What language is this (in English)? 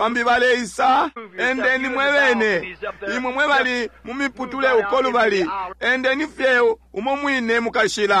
Bemba